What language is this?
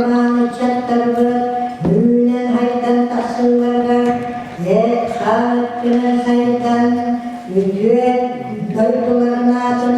Yakut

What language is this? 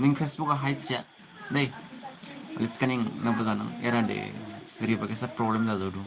Dimasa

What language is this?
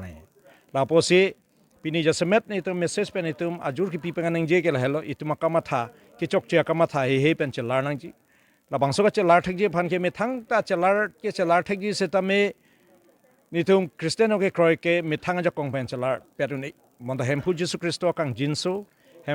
Karbi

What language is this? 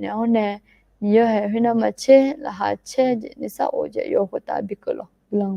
Akha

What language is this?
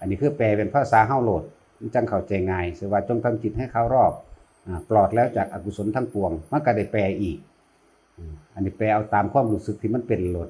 Northeastern Thai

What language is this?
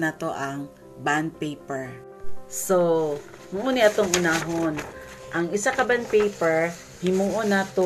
Cebuano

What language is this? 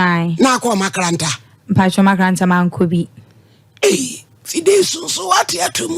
Akan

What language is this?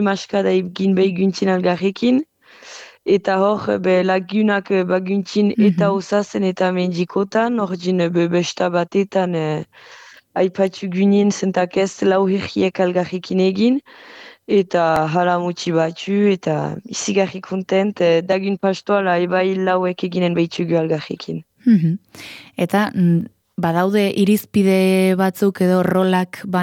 Basque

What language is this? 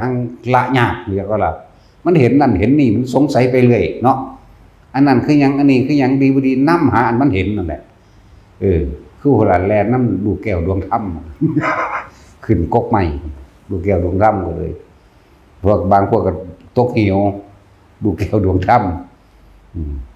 Lao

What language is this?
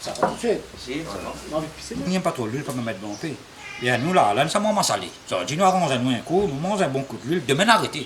Réunion Creole French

